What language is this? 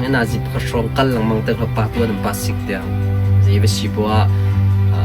Hakha Chin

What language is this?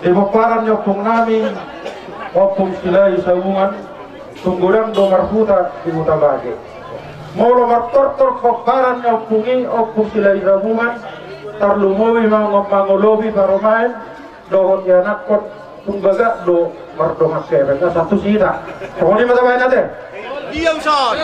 Batak Toba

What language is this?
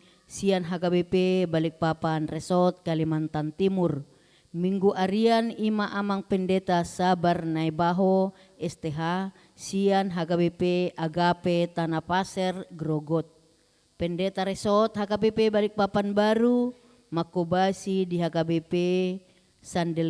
Batak Toba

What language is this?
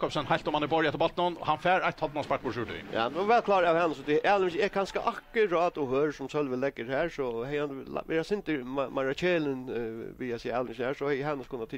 Faroese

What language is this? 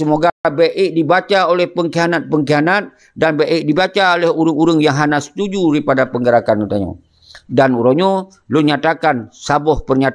Achinese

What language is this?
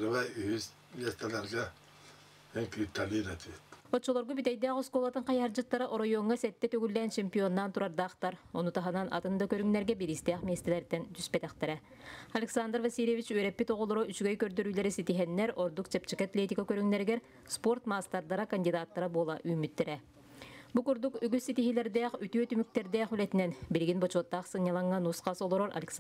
Yakut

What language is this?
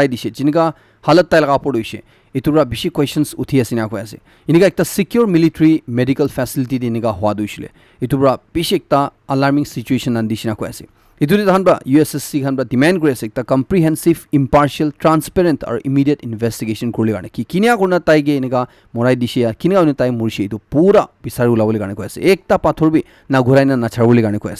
Naga Pidgin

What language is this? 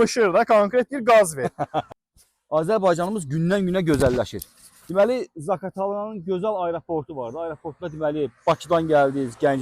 Azerbaijani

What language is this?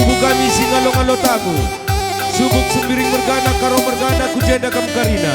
Batak Karo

